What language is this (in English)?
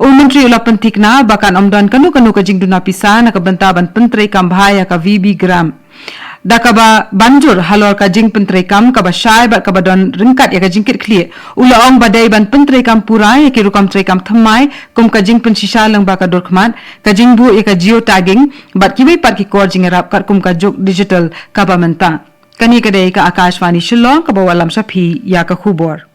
Khasi